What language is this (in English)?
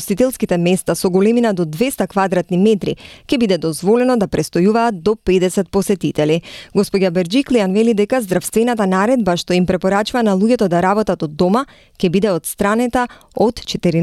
Macedonian